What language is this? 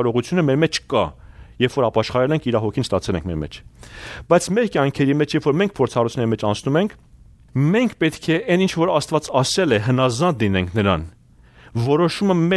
Armenian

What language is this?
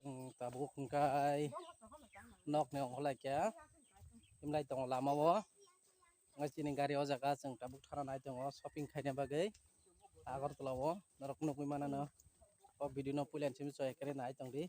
Kok Borok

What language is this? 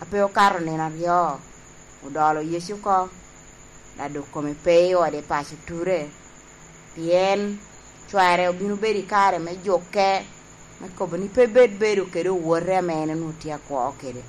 Lango (Uganda)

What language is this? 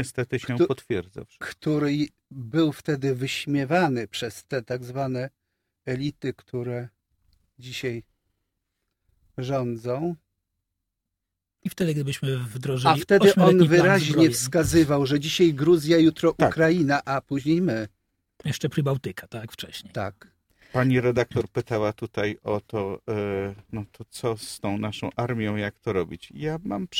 Polish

